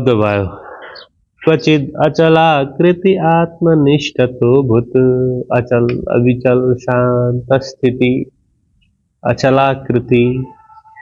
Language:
Nepali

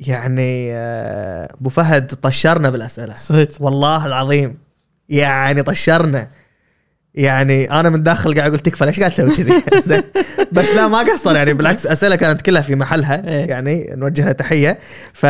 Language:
Gulf Arabic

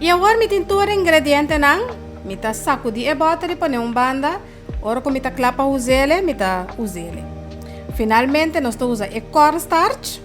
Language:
Papiamento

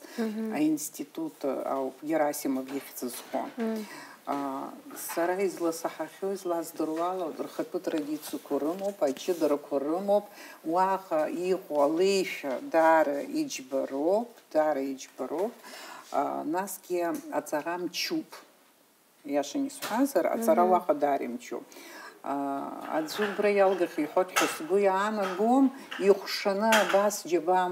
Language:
Abkhazian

